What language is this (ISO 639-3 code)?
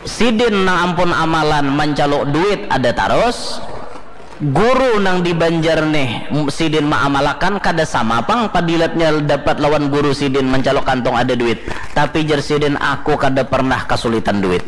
bjn